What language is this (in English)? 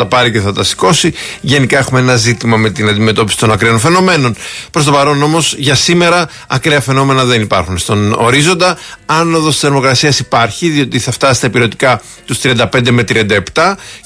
Greek